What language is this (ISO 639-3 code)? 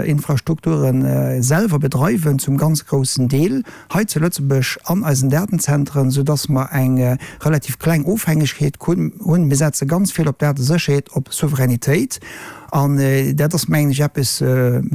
ltz